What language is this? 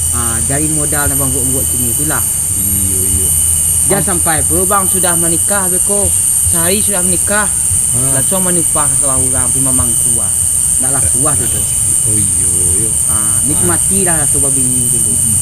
Minangkabau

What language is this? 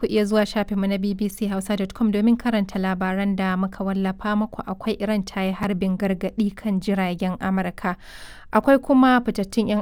Hausa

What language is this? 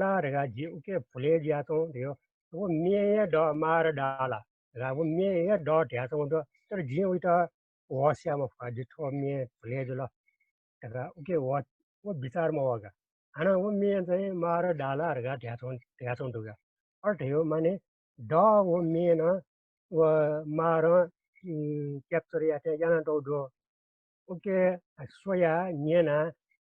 Newari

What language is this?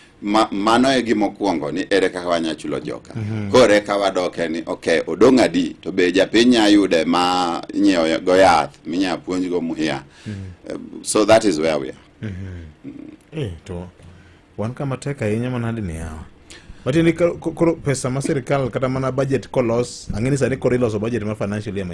Luo (Kenya and Tanzania)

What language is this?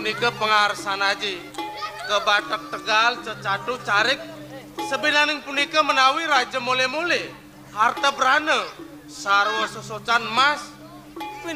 Balinese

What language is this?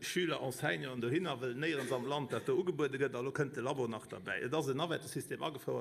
Luxembourgish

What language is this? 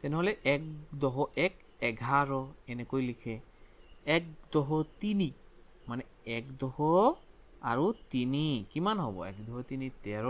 Assamese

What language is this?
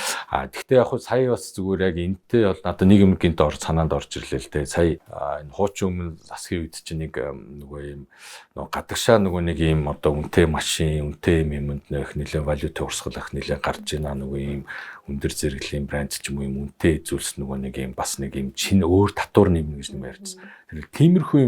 Mongolian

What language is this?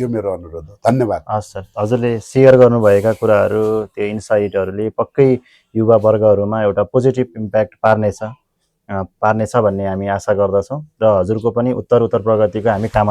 Nepali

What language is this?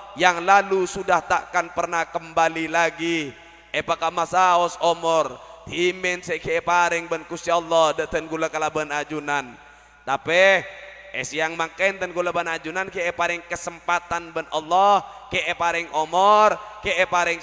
Madurese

